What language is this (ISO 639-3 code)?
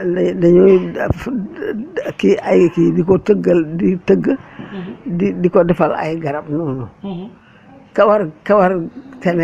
wol